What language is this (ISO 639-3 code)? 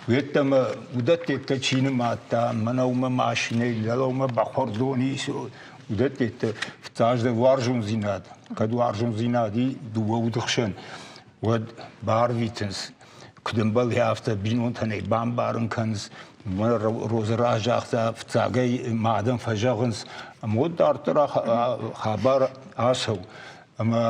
oss